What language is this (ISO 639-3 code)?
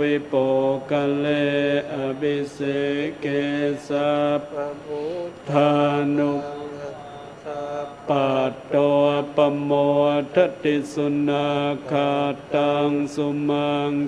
pli